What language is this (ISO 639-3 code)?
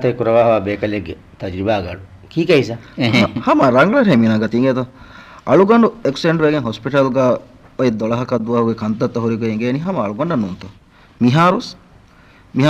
div